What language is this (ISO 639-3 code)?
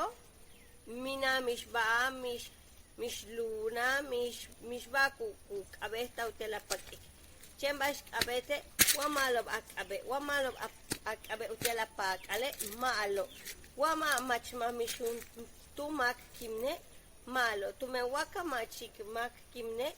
yua